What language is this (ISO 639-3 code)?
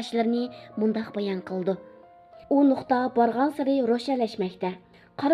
uig